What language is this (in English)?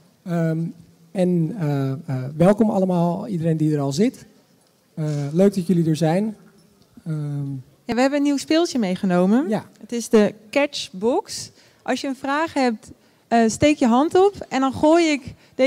Dutch